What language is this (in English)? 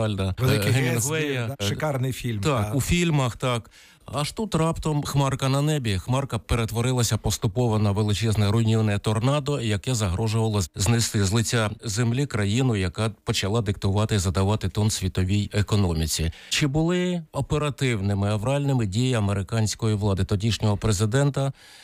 Ukrainian